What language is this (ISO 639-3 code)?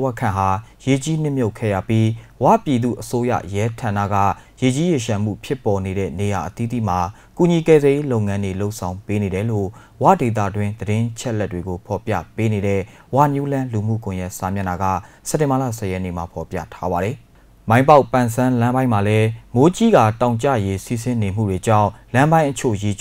mya